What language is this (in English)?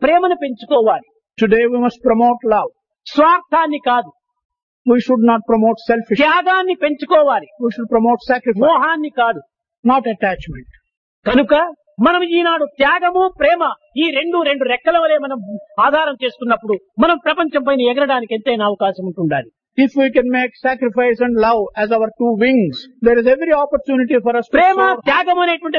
Telugu